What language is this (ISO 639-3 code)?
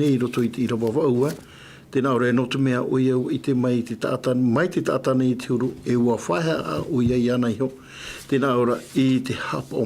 tah